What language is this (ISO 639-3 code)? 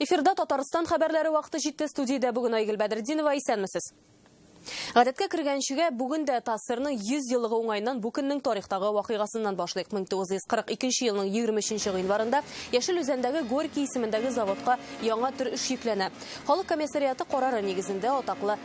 tat